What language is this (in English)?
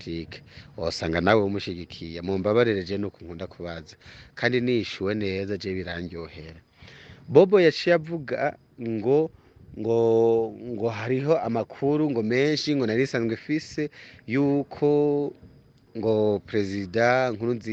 Rundi